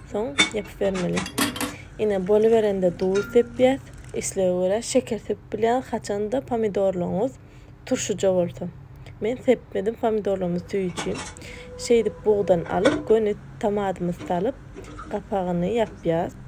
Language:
Turkmen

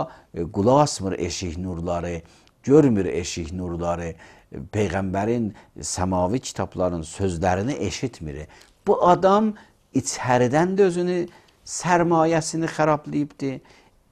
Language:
Azerbaijani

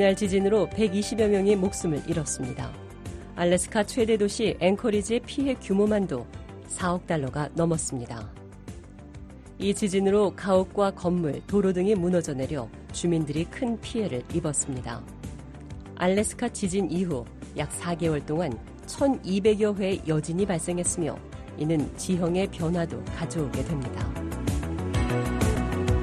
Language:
Korean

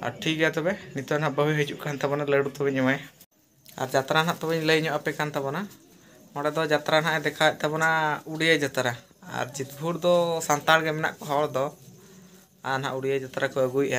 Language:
Santali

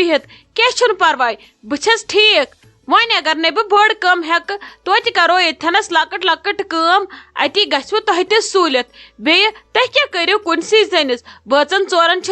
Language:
Kashmiri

